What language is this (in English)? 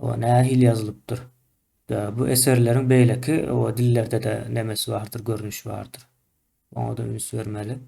Turkmen